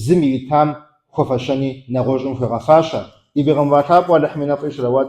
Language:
Kabardian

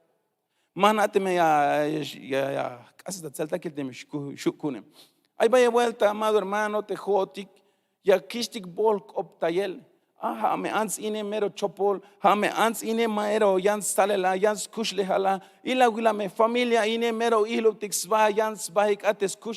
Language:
Tzeltal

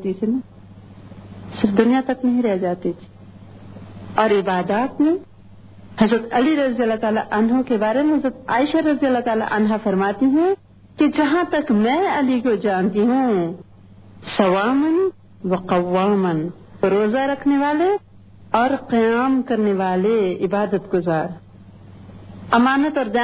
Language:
Urdu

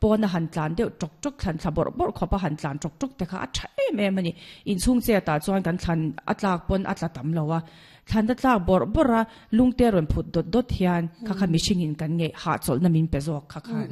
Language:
Mizo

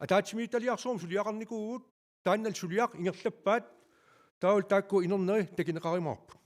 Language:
Kalaallisut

